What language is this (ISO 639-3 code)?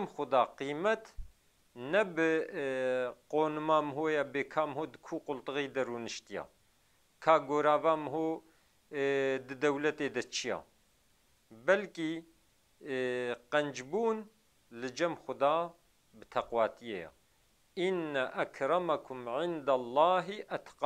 kur